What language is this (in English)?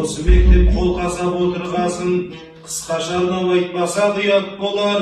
Kazakh